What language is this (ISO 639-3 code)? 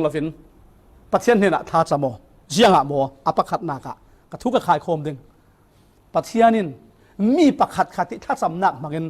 cfm